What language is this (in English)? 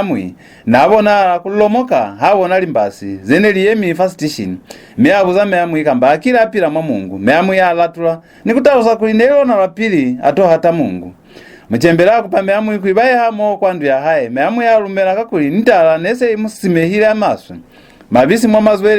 Lozi